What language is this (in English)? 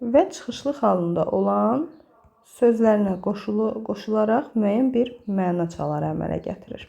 Azerbaijani